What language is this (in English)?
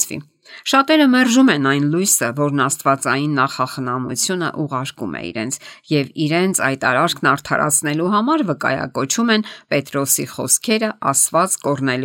Armenian